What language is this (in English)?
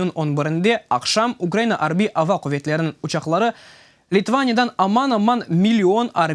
Crimean Tatar